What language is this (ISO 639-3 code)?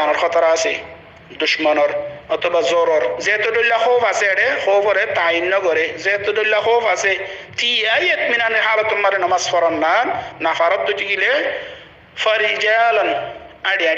rhg